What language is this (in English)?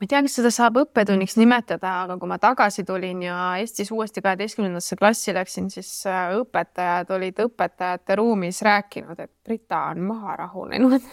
Estonian